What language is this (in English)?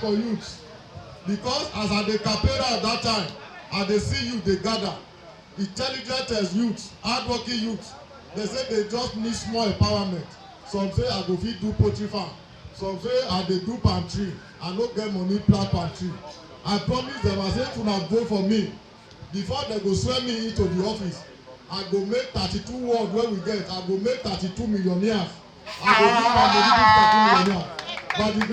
Nigerian Pidgin